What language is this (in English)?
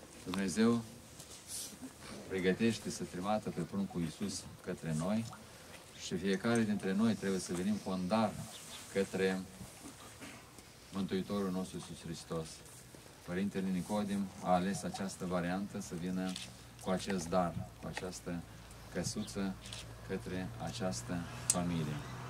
Romanian